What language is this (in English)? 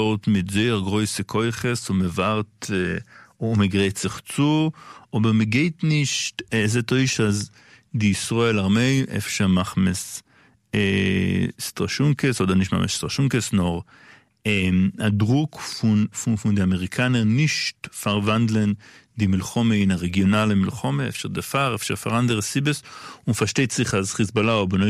Yiddish